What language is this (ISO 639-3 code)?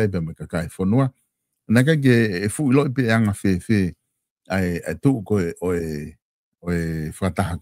ton